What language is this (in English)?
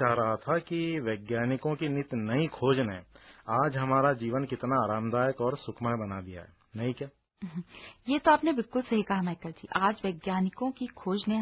Hindi